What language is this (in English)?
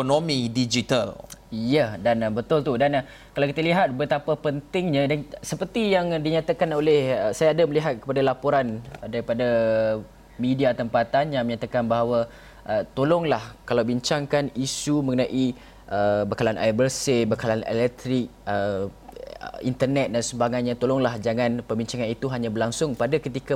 Malay